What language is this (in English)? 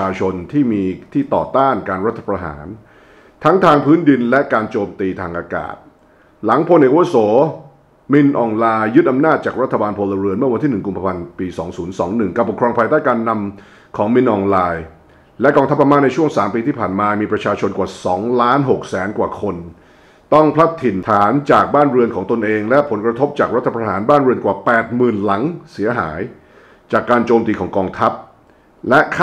Thai